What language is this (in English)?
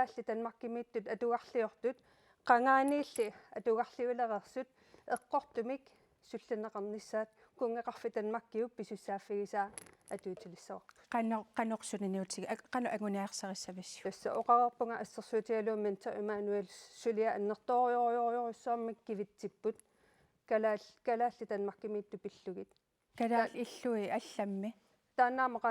Kalaallisut